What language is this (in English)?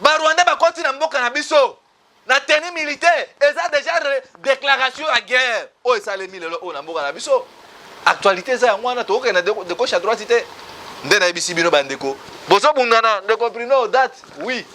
Lingala